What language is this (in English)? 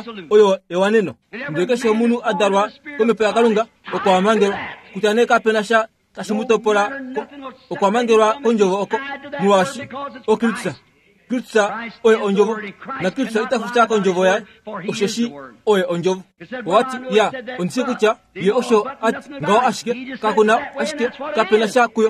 Kuanyama